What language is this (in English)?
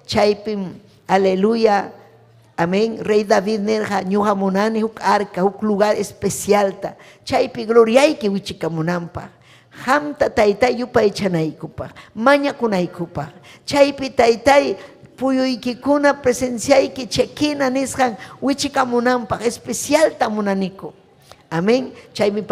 Ayacucho Quechua